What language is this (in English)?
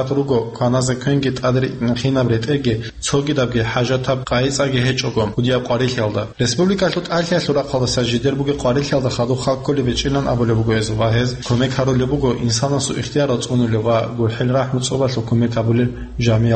Avaric